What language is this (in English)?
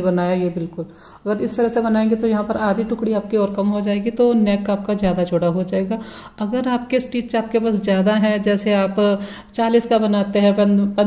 Hindi